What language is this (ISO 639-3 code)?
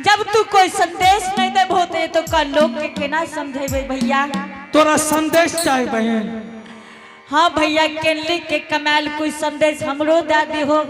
anp